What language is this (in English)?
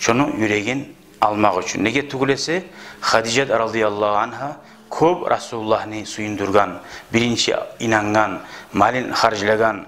Kumyk